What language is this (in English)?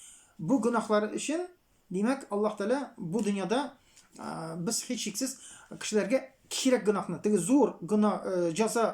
Tatar